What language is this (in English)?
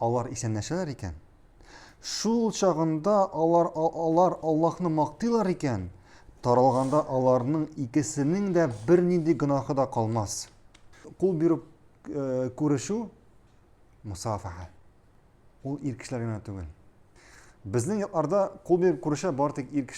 Tatar